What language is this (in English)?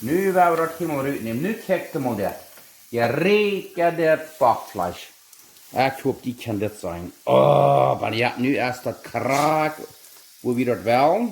Plautdietsch